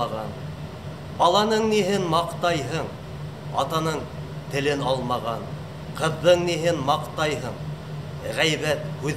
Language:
Bashkir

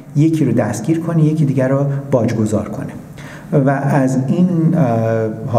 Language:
Persian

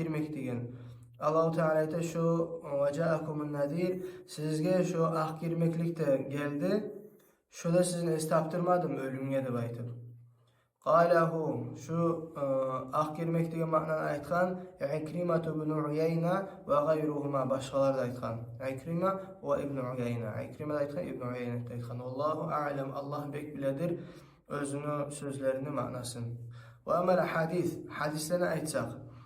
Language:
Kumyk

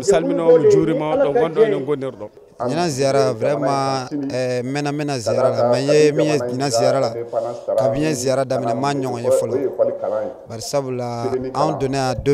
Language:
Bambara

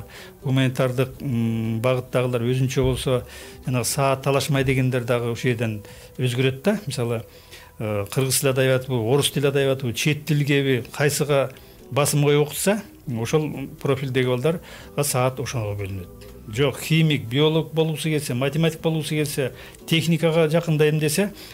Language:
Kyrgyz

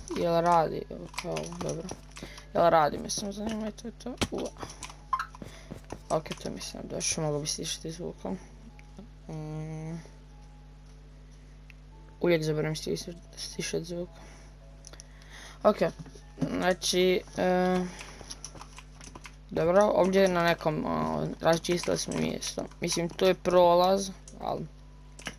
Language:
Croatian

